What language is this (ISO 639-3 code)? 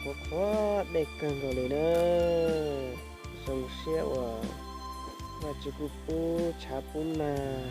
hmn